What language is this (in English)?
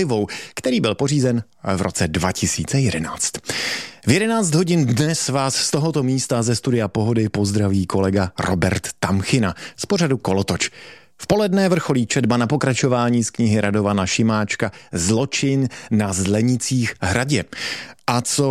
Czech